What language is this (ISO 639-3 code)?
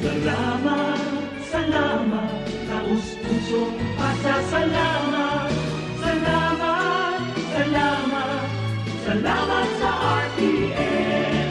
bik